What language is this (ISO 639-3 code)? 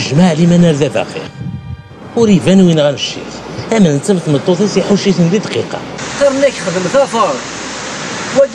kab